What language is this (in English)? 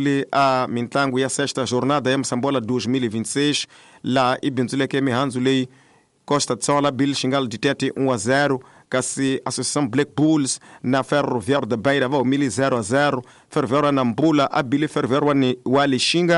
Tsonga